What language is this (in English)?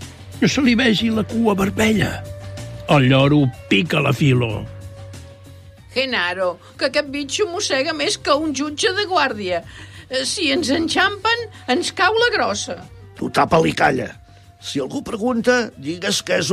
Catalan